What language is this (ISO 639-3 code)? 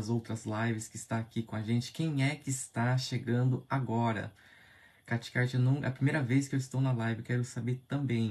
por